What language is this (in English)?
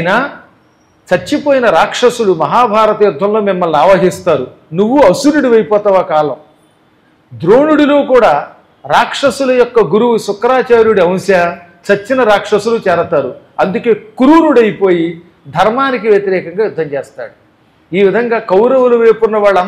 Telugu